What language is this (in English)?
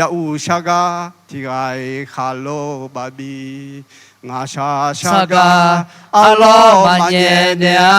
Akha